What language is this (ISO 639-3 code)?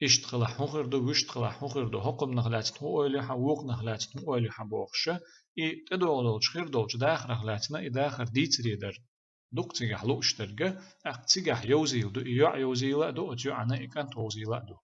che